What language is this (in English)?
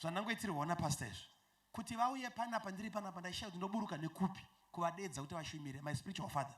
Shona